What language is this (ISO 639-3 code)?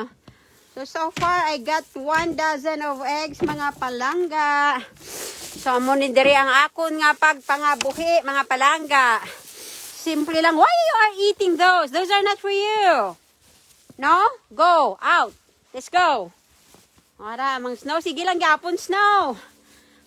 hil